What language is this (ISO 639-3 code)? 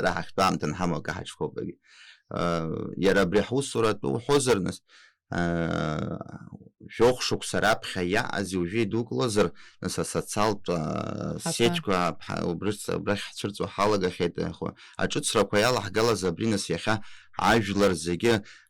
abk